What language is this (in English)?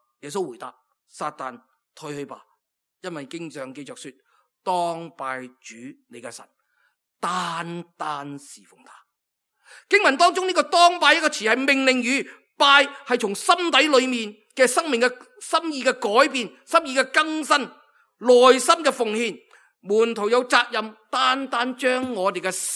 Cantonese